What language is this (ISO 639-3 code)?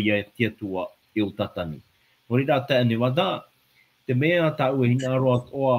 tah